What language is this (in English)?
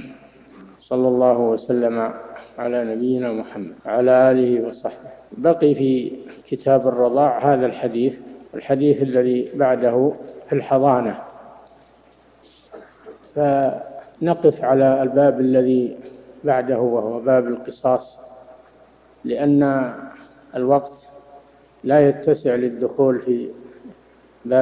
Arabic